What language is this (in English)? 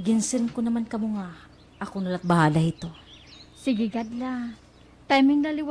Waray